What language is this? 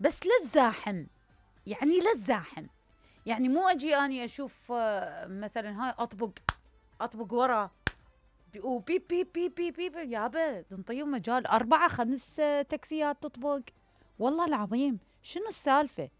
Mesopotamian Arabic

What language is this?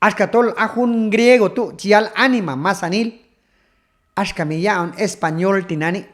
Q'anjob'al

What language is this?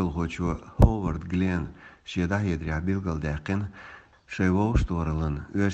Chechen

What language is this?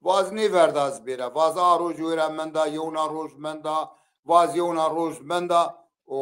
Zaza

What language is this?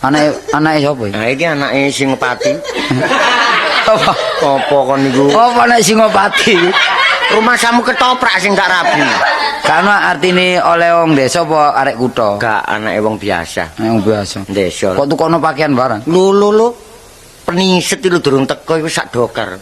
Javanese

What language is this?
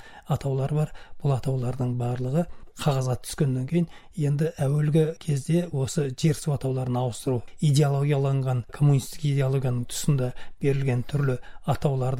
Kazakh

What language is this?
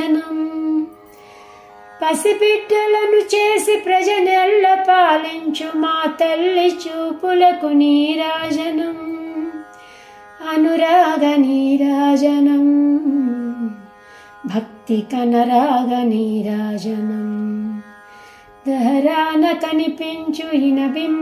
Telugu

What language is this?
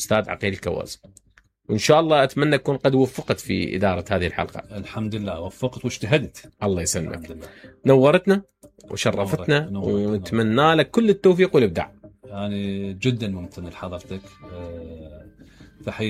Mesopotamian Arabic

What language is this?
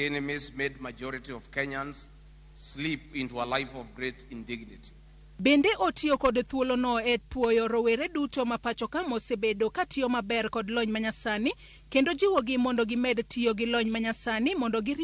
Luo (Kenya and Tanzania)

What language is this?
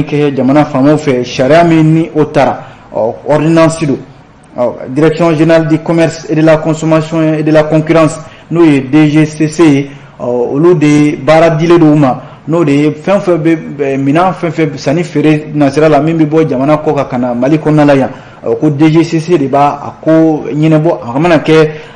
Bambara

